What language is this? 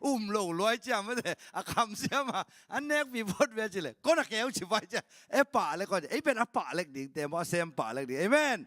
Tedim Chin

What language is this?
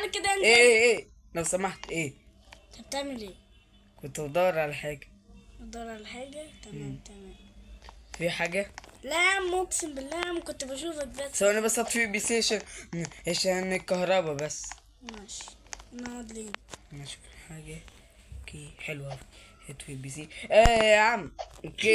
Egyptian Arabic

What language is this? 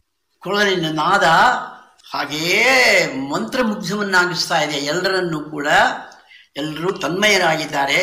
Kannada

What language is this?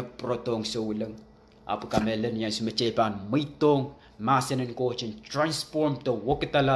Pohnpeian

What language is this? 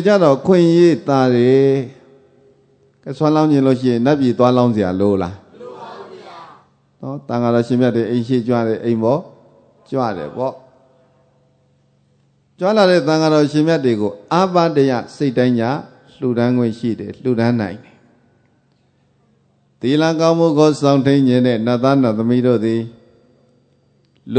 Burmese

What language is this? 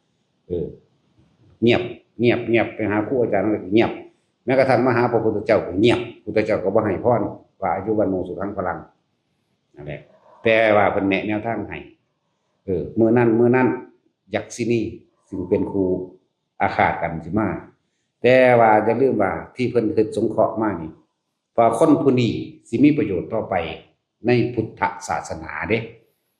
Northeastern Thai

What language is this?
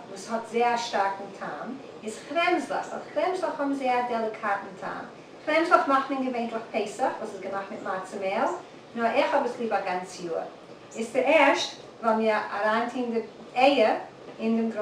Yiddish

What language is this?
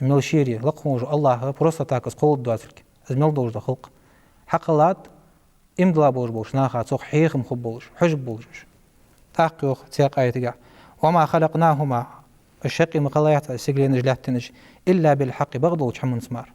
Ingush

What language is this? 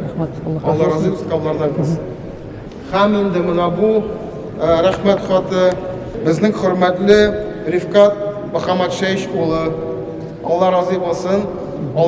Tatar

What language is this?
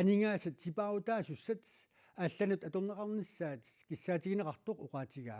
Kalaallisut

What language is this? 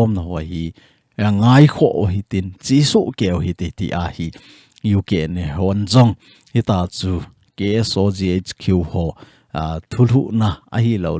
Thado Chin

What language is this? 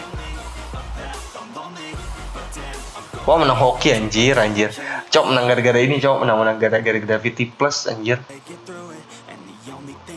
Indonesian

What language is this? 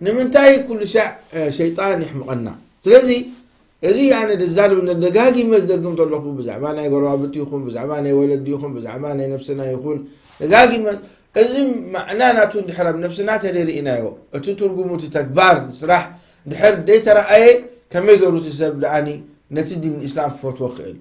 Tigrinya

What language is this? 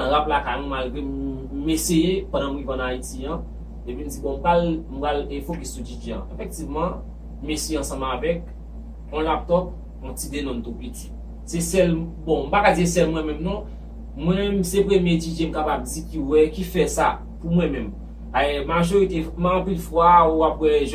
Haitian Creole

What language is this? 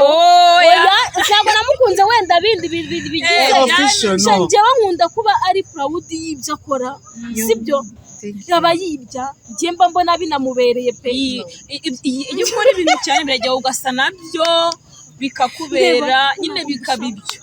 Kinyarwanda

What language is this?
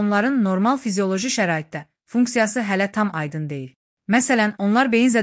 Azerbaijani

